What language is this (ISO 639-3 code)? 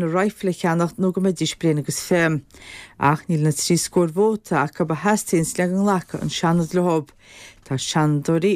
gle